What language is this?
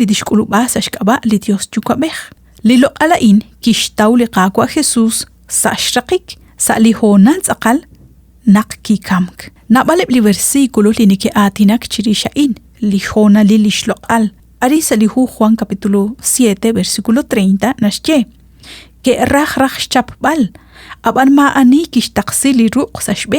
Kekchí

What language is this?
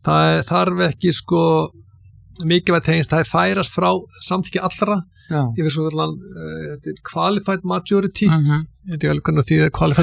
Icelandic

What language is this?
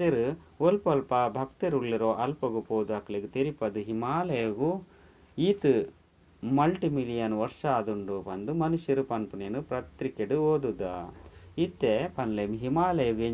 Tulu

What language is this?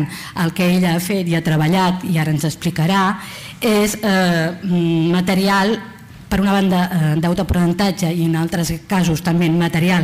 Catalan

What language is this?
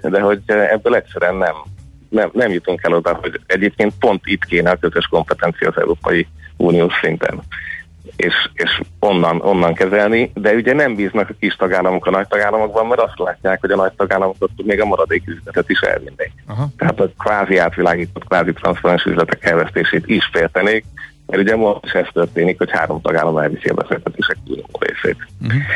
Hungarian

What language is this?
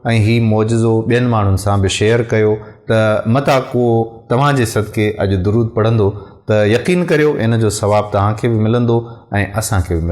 Sindhi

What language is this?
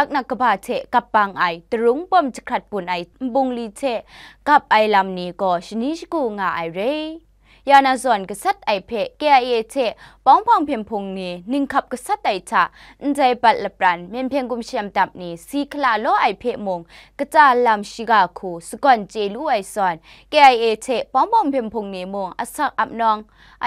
Kachin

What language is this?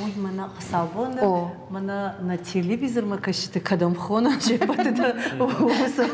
Ossetic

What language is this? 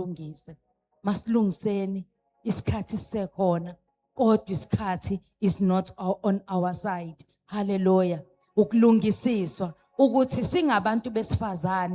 Zulu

